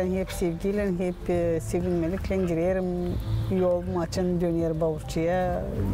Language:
Gagauz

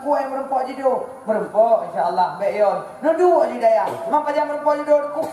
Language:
Achinese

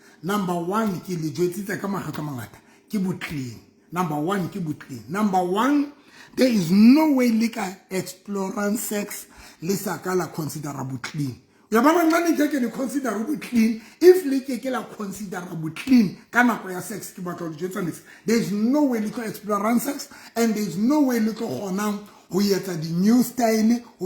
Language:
Southern Sotho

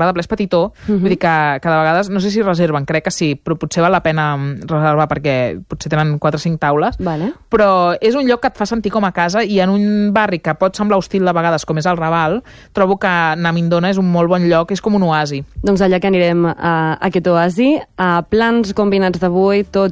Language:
Catalan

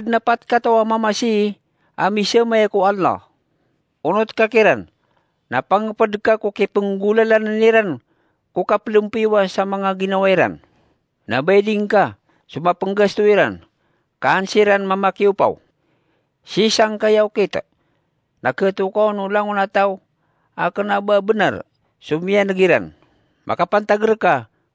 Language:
Maranao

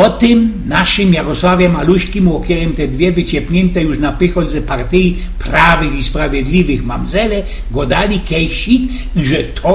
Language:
Silesian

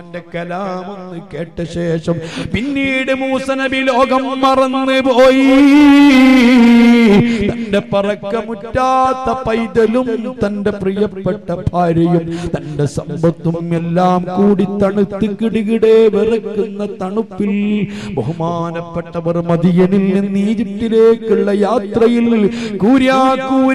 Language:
Malayalam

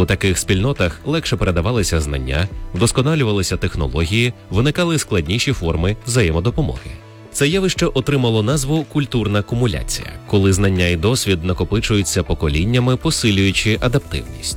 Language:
Ukrainian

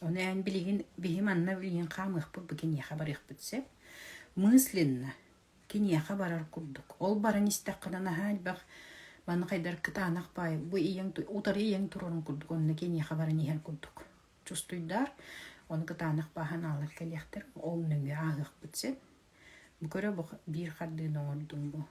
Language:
Yakut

